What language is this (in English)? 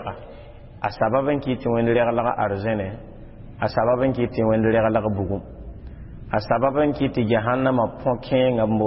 Mossi